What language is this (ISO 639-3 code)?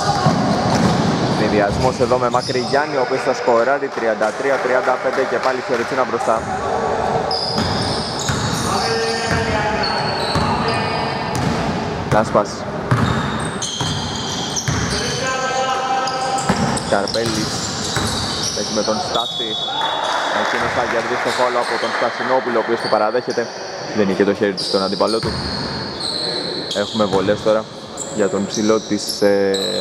ell